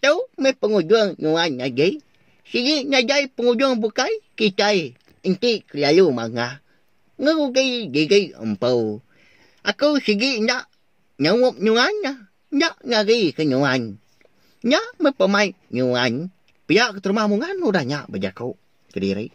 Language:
Iban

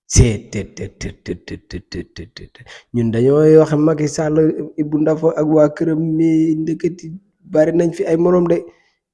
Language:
Wolof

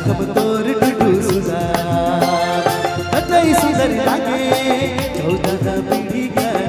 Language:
Sadri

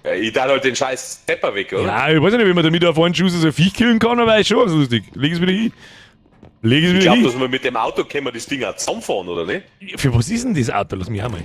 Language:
Bavarian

